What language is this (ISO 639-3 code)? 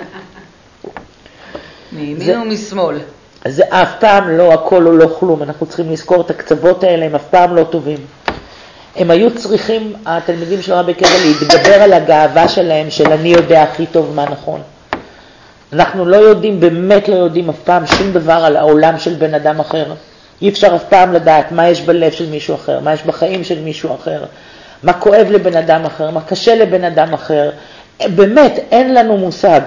heb